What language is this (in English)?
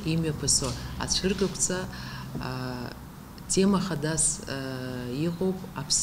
Abkhazian